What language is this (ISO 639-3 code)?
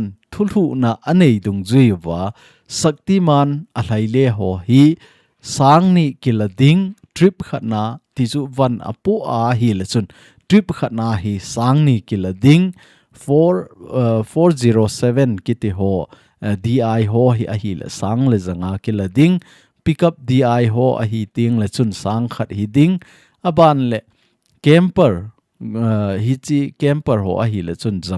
tcz